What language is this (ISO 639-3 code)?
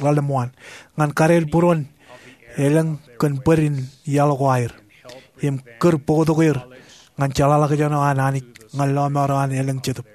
mah